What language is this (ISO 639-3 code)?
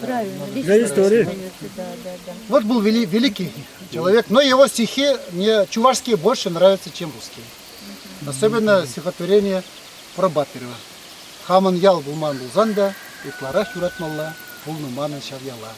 chv